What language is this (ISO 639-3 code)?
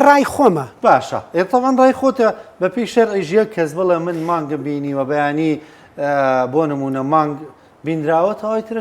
ckb